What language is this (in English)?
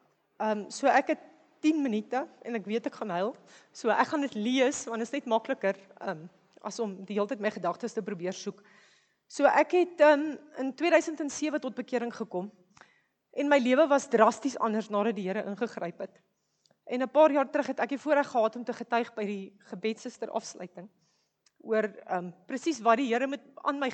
Afrikaans